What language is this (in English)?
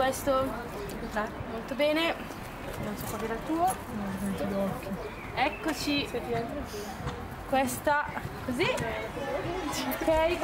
Italian